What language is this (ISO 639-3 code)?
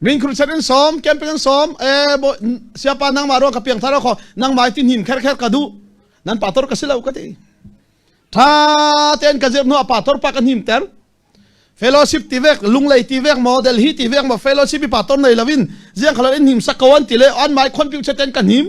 cfm